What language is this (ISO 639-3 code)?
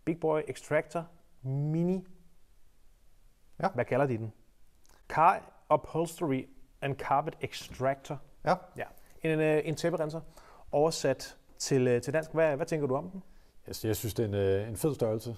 dan